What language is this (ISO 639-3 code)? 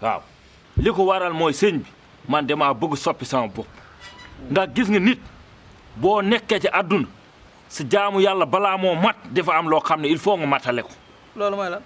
wol